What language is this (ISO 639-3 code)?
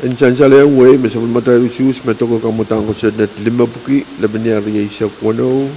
pon